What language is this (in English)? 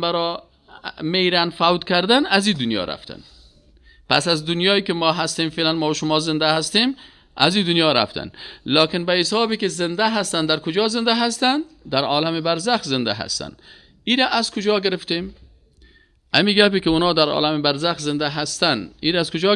Persian